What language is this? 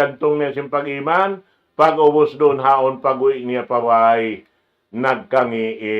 Tausug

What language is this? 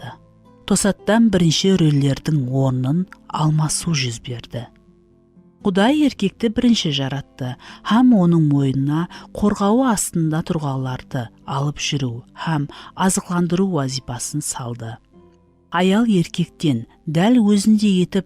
Kara-Kalpak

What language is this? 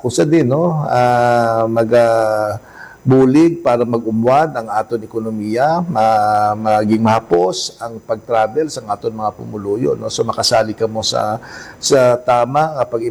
Hiligaynon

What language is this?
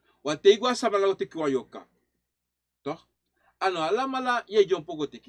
Sranan Tongo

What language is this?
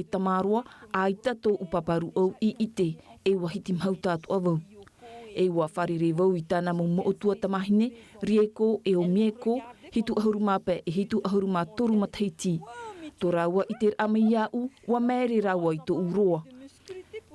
Tahitian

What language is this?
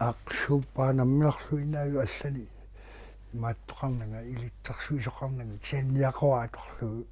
Kalaallisut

